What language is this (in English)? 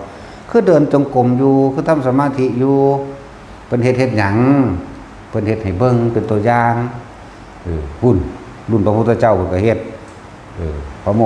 Northeastern Thai